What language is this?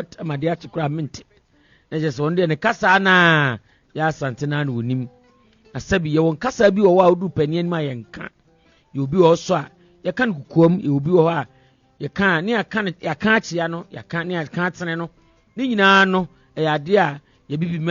Akan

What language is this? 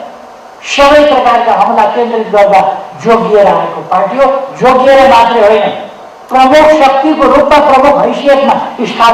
Nepali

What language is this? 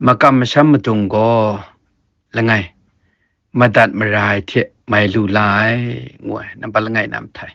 Kachin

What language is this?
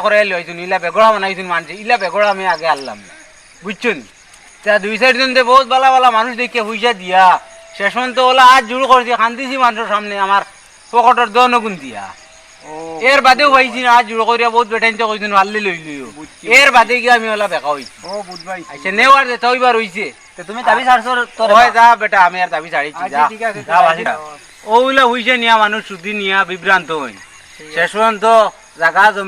Sylheti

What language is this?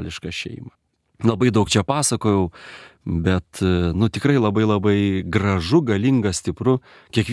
Lithuanian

